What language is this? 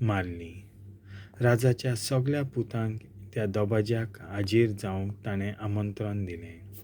Konkani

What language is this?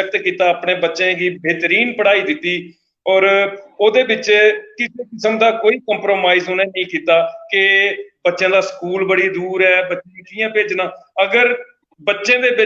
Dogri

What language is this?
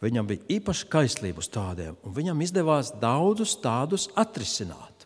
Latvian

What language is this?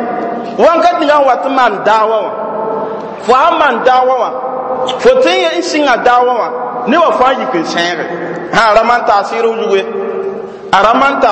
Mossi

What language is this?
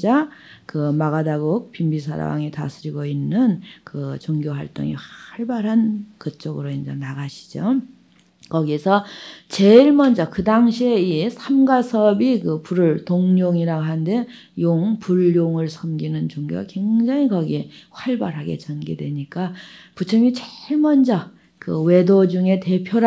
Korean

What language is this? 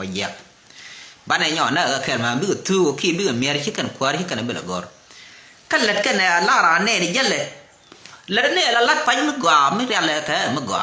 Nuer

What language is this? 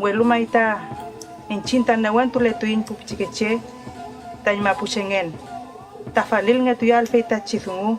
Mapuche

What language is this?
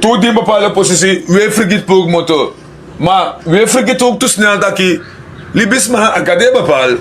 Sranan Tongo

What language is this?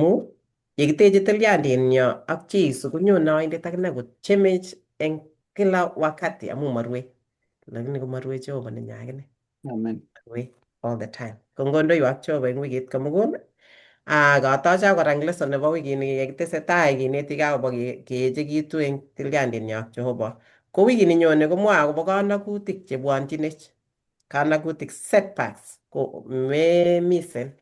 Kalenjin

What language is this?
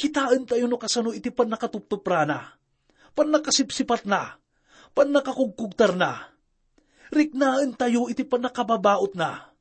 Iloko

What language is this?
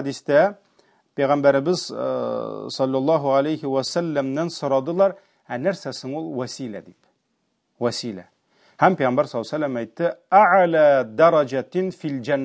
Tatar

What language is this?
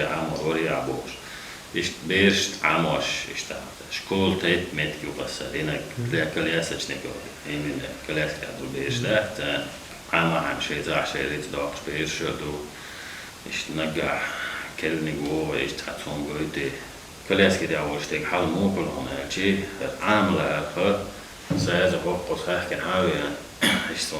Chechen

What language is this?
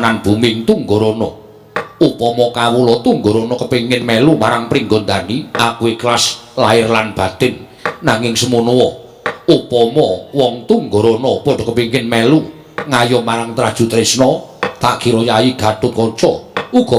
Javanese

